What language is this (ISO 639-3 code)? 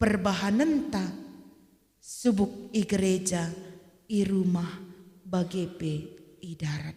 btx